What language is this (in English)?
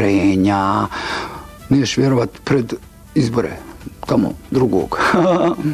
Bosnian